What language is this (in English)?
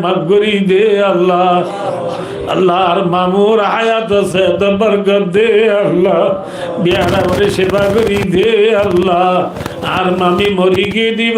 Rohingya